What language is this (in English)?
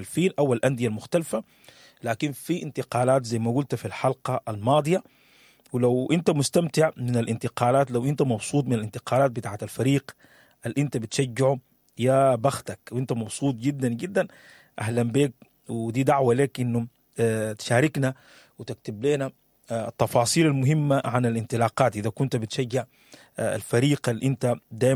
Sudanese Arabic